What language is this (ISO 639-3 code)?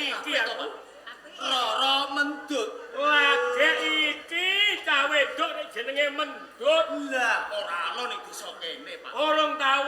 jav